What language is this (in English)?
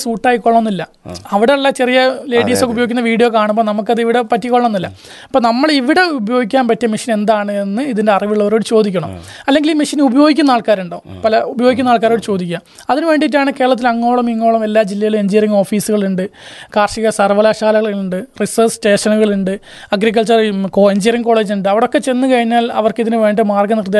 Malayalam